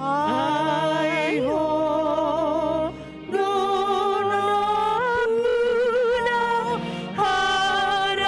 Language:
Batak Toba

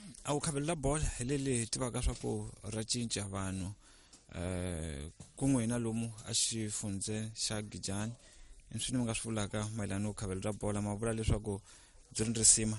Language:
Tsonga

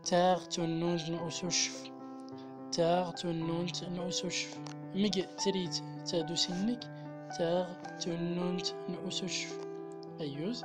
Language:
Central Atlas Tamazight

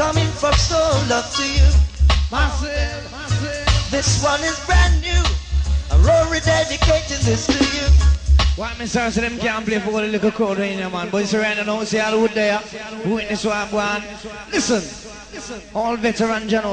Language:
Jamaican Creole English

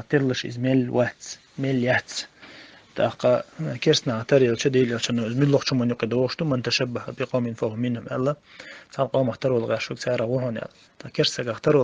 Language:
Chechen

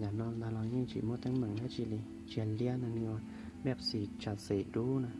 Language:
Hmong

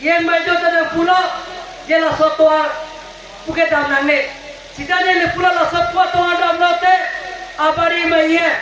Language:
Karbi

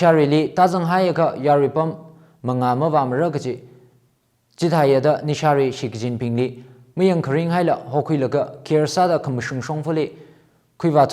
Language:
Tangkhul Naga (India)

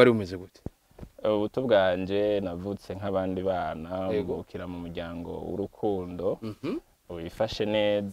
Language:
Rundi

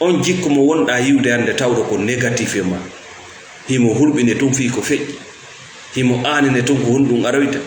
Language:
Fula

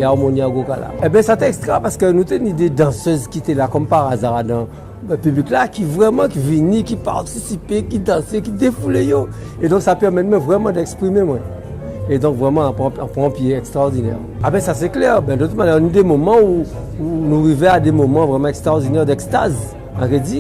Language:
Guadeloupean Creole French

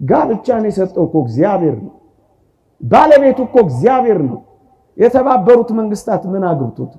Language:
Amharic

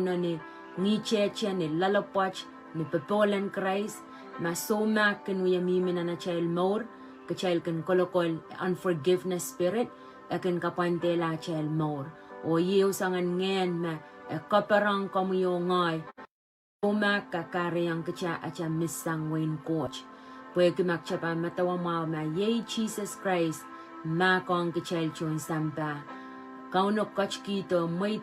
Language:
Pohnpeian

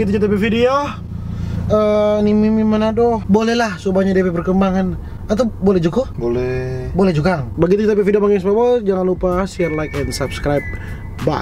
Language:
Manado Malay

